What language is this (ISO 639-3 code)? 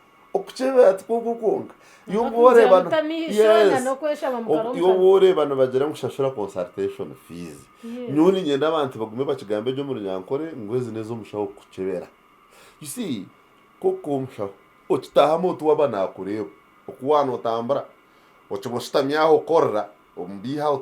nyn